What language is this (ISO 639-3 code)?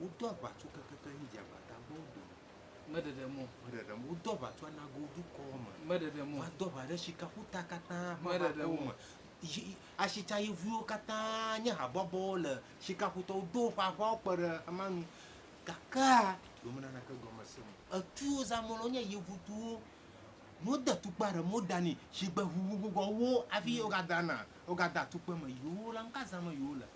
ewe